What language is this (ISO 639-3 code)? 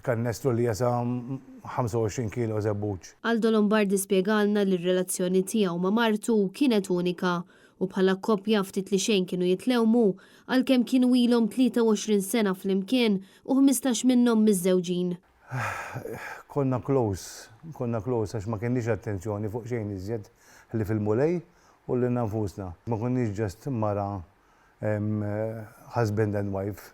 mlt